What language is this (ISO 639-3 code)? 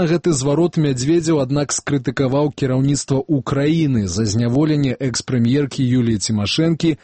bel